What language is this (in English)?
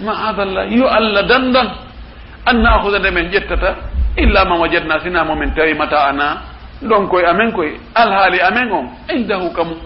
Fula